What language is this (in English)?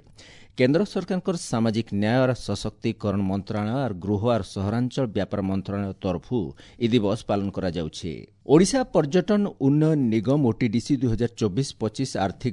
Odia